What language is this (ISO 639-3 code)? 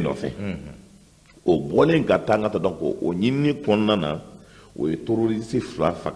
bam